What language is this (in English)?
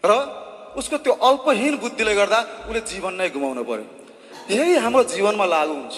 Nepali